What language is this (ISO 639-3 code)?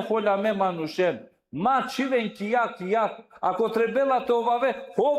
rmn